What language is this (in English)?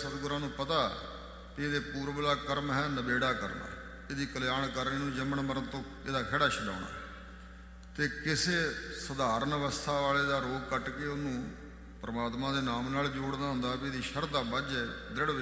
Punjabi